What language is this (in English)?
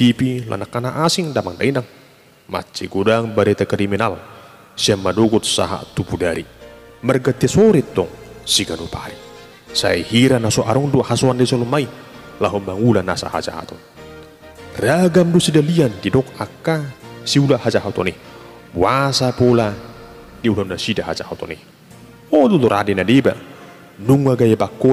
Batak Toba